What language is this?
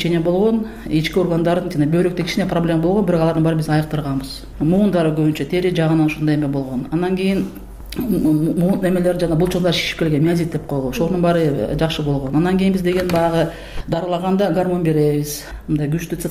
Kyrgyz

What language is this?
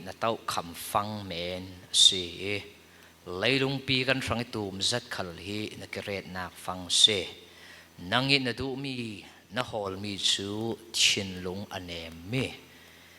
Falam Chin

